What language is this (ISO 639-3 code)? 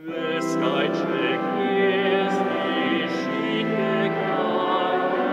hsb